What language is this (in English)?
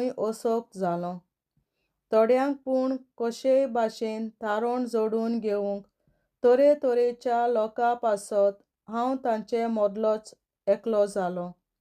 Konkani